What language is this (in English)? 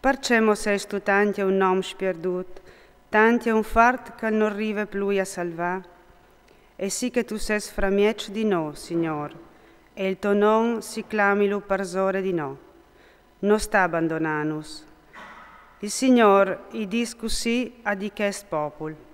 Friulian